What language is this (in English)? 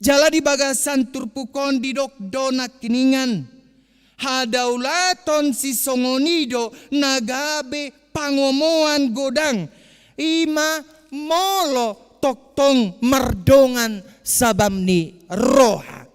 Batak Toba